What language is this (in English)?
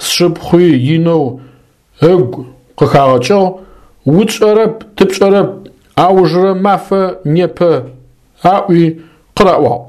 Adyghe